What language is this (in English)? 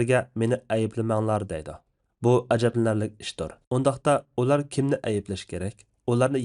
Uyghur